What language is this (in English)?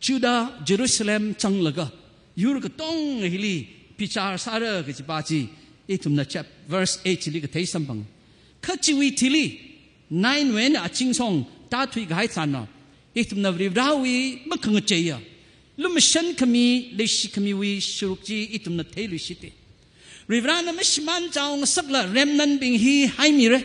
Tangkhul Naga (India)